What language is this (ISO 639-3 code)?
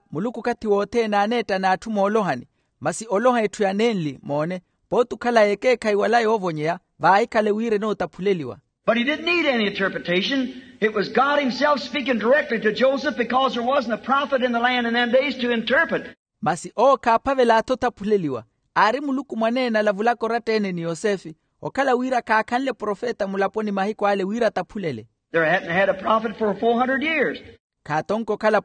vmw